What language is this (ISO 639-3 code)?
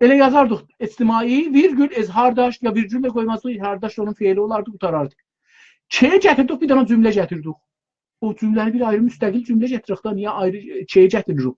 azb